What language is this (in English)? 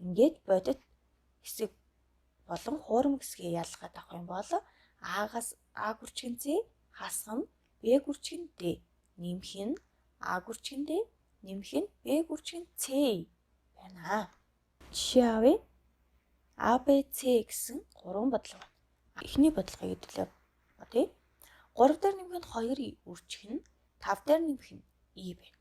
Mongolian